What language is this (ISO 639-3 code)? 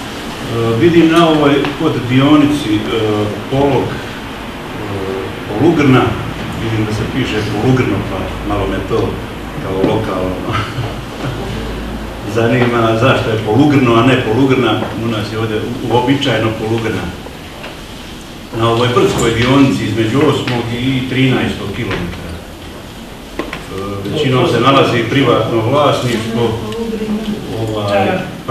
hrv